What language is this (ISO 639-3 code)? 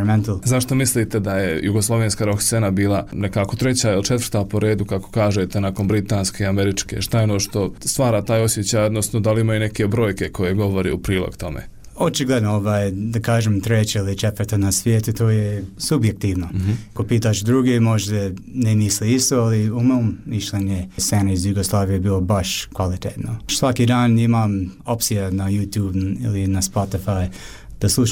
bos